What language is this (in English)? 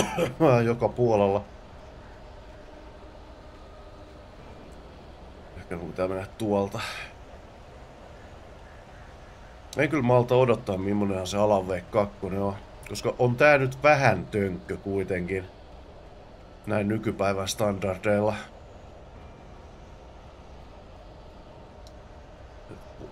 Finnish